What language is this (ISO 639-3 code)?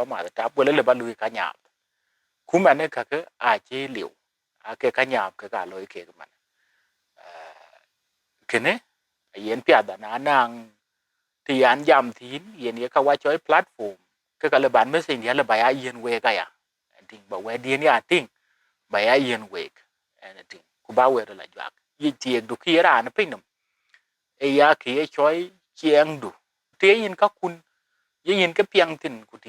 din